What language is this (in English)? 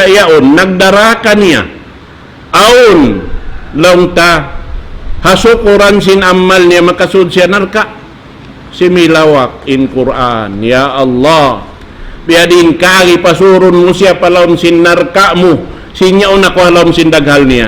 Tausug